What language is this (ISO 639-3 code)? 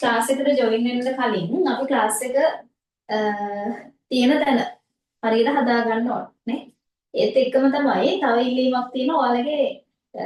sin